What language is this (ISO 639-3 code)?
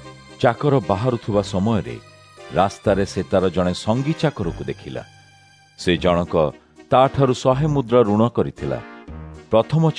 ori